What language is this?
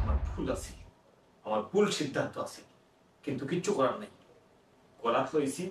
Sylheti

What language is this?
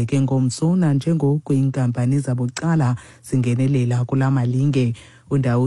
Xhosa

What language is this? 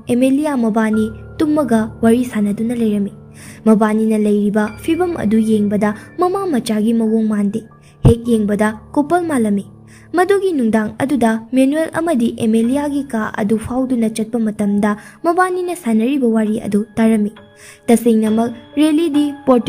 Manipuri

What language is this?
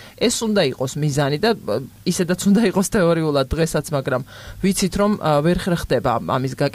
Georgian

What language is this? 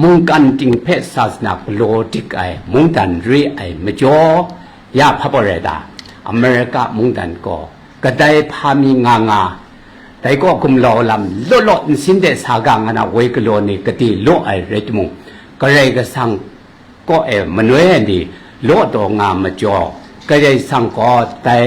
Kachin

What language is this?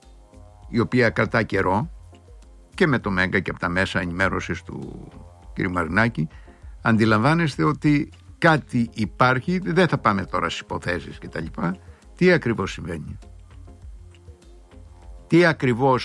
Greek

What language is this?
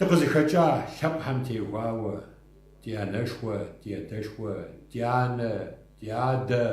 Kabardian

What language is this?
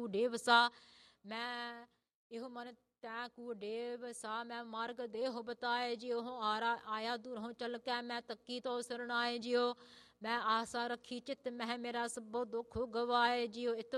Punjabi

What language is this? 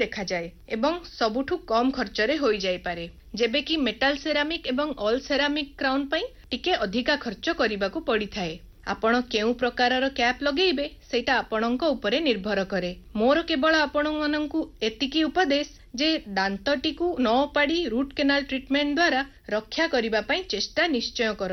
Odia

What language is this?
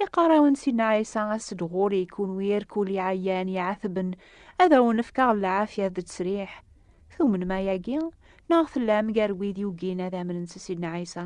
Kabyle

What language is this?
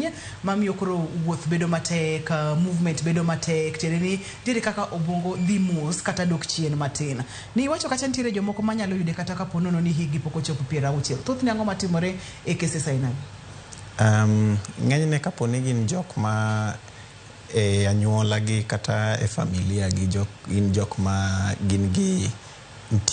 Luo (Kenya and Tanzania)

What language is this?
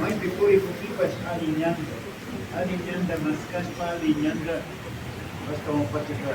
Imbabura Highland Quichua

